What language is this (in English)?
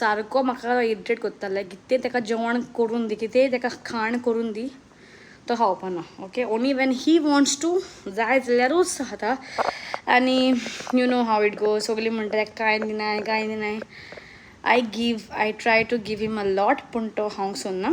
Konkani